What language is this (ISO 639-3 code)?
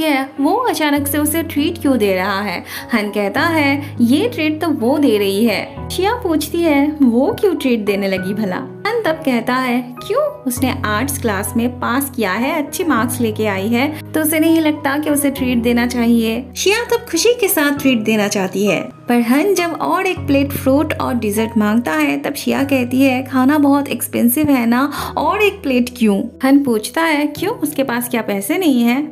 hin